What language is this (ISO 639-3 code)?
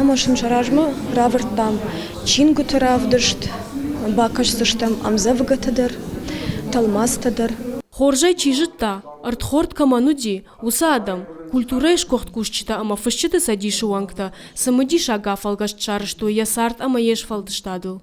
oss